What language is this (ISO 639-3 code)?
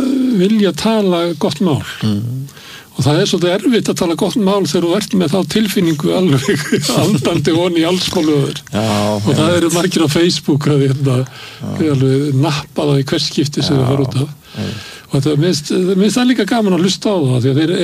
isl